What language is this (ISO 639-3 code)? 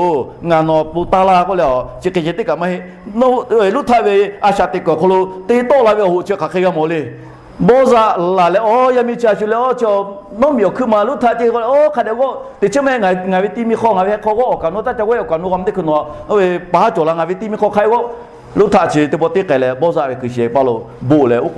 lhu